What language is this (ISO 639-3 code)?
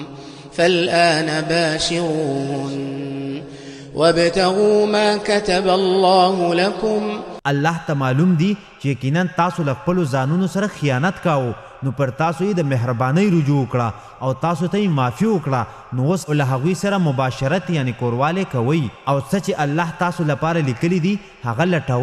pus